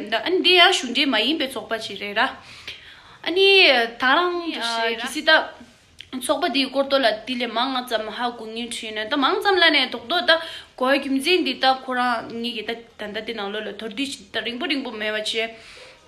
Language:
Tibetan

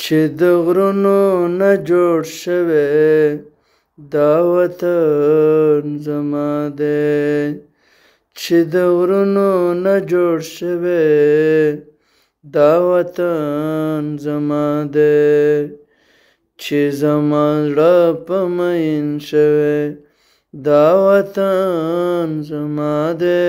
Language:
Pashto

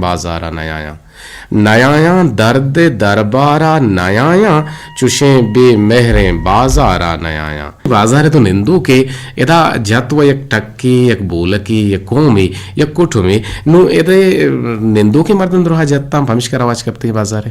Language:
Eastern Balochi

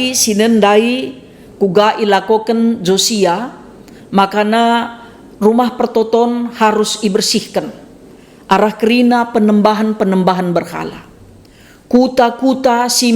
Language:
Batak Karo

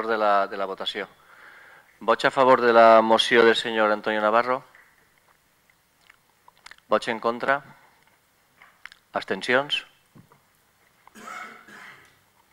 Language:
Catalan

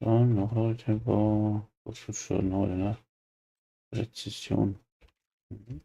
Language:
Bavarian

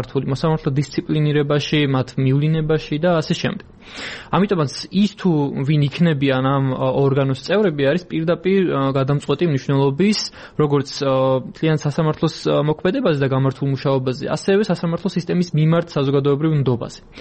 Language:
Georgian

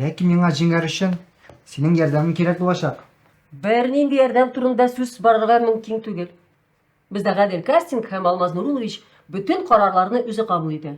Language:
Tatar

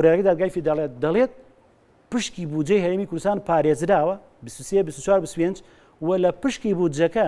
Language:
Central Kurdish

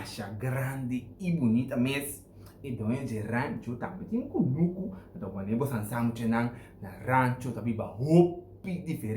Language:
Papiamento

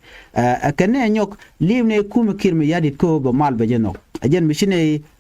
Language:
Nuer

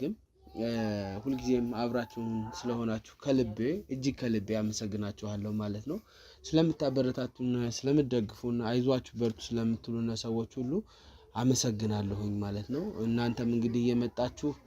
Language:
Amharic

